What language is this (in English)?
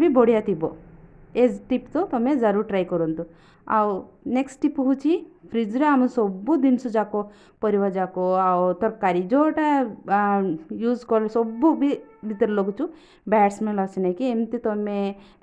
Odia